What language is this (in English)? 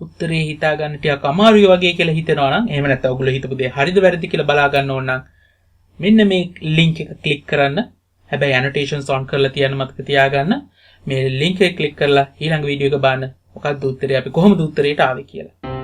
Sinhala